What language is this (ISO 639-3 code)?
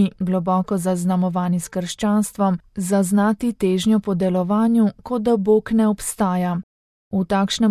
slv